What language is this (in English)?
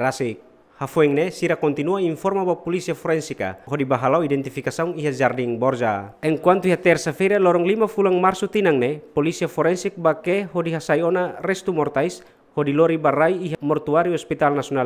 Tetum